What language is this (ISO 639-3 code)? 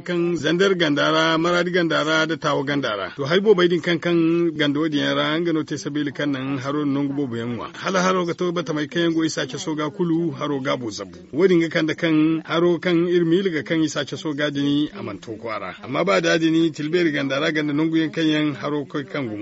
dje